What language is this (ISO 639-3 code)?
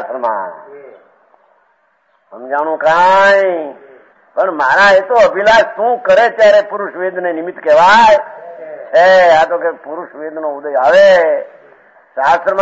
guj